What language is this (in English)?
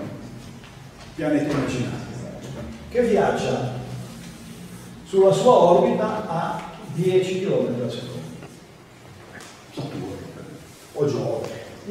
Italian